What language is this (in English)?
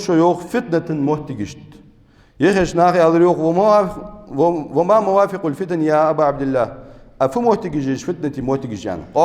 Ingush